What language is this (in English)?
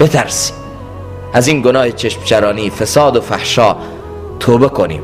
Persian